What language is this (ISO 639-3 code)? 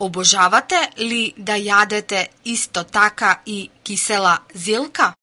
mkd